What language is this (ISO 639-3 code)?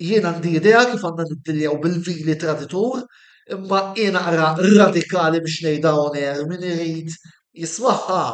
mlt